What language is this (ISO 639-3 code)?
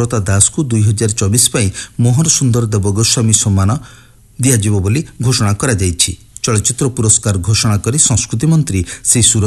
ori